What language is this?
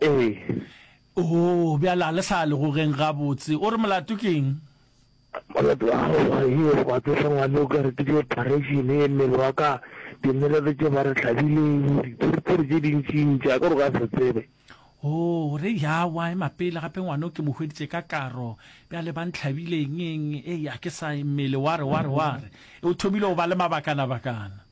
Northern Sotho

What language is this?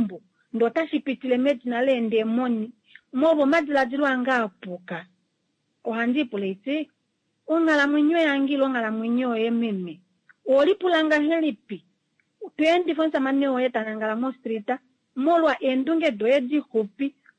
Kuanyama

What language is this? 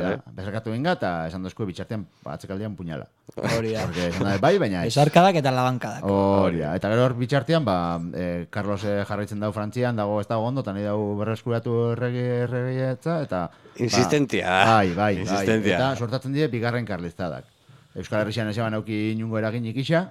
Basque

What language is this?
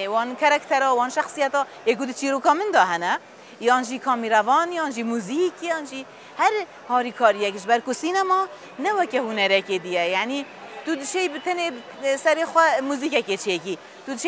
Kurdish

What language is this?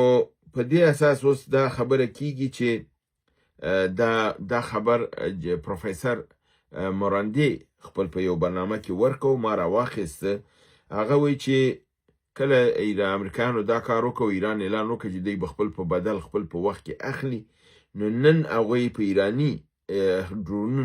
Pashto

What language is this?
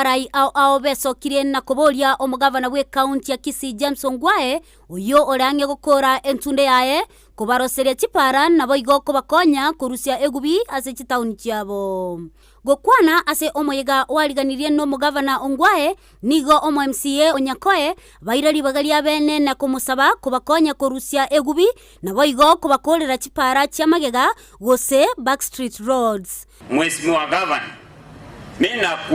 Gusii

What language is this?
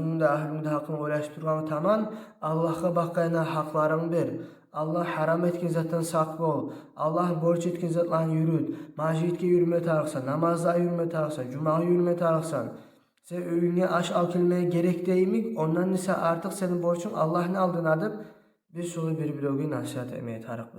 Kumyk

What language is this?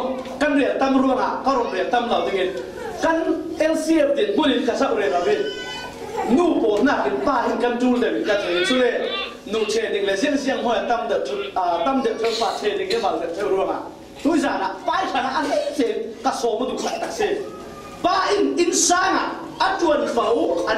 Falam Chin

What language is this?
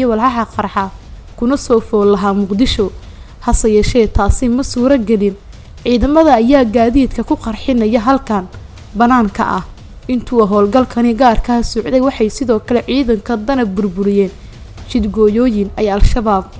Somali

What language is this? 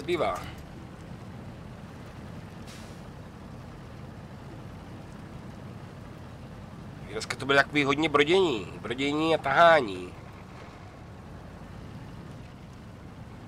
Czech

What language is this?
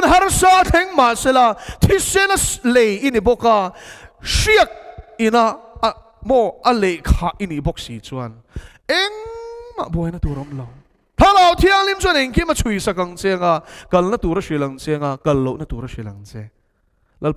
Mizo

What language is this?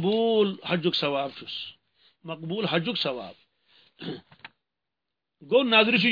Kashmiri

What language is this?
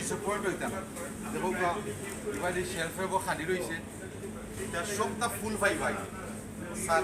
Sylheti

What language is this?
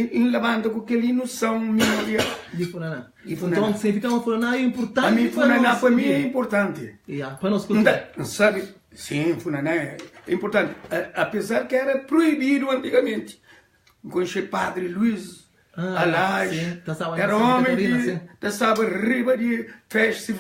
Kabuverdianu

